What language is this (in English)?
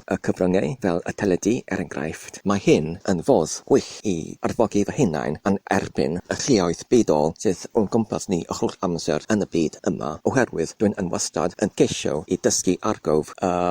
Welsh